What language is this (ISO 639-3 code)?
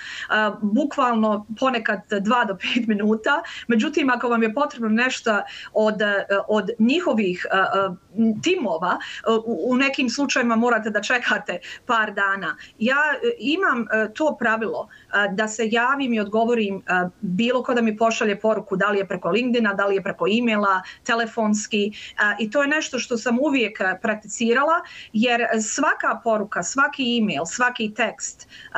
bos